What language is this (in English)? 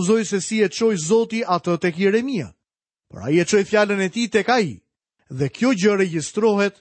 Albanian